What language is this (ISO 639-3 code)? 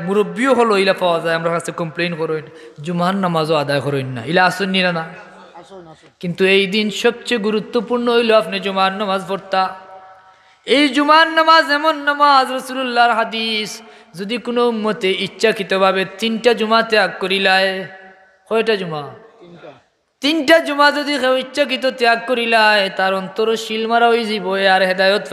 syl